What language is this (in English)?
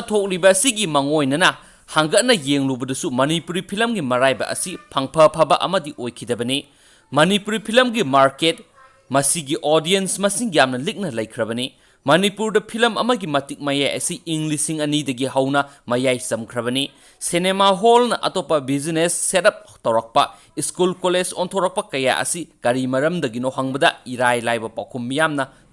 Manipuri